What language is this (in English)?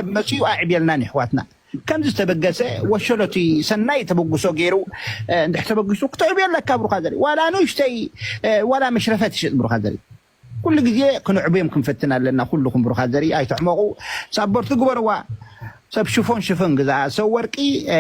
Tigrinya